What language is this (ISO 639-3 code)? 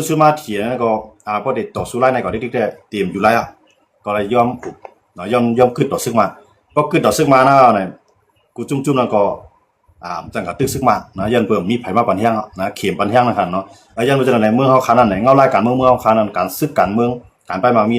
shn